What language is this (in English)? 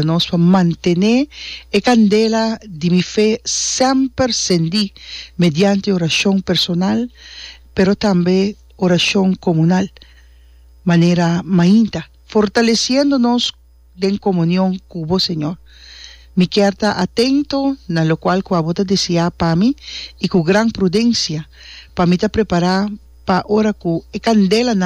Papiamento